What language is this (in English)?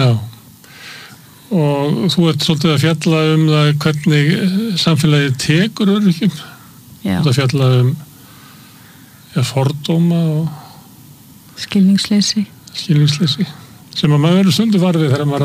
Icelandic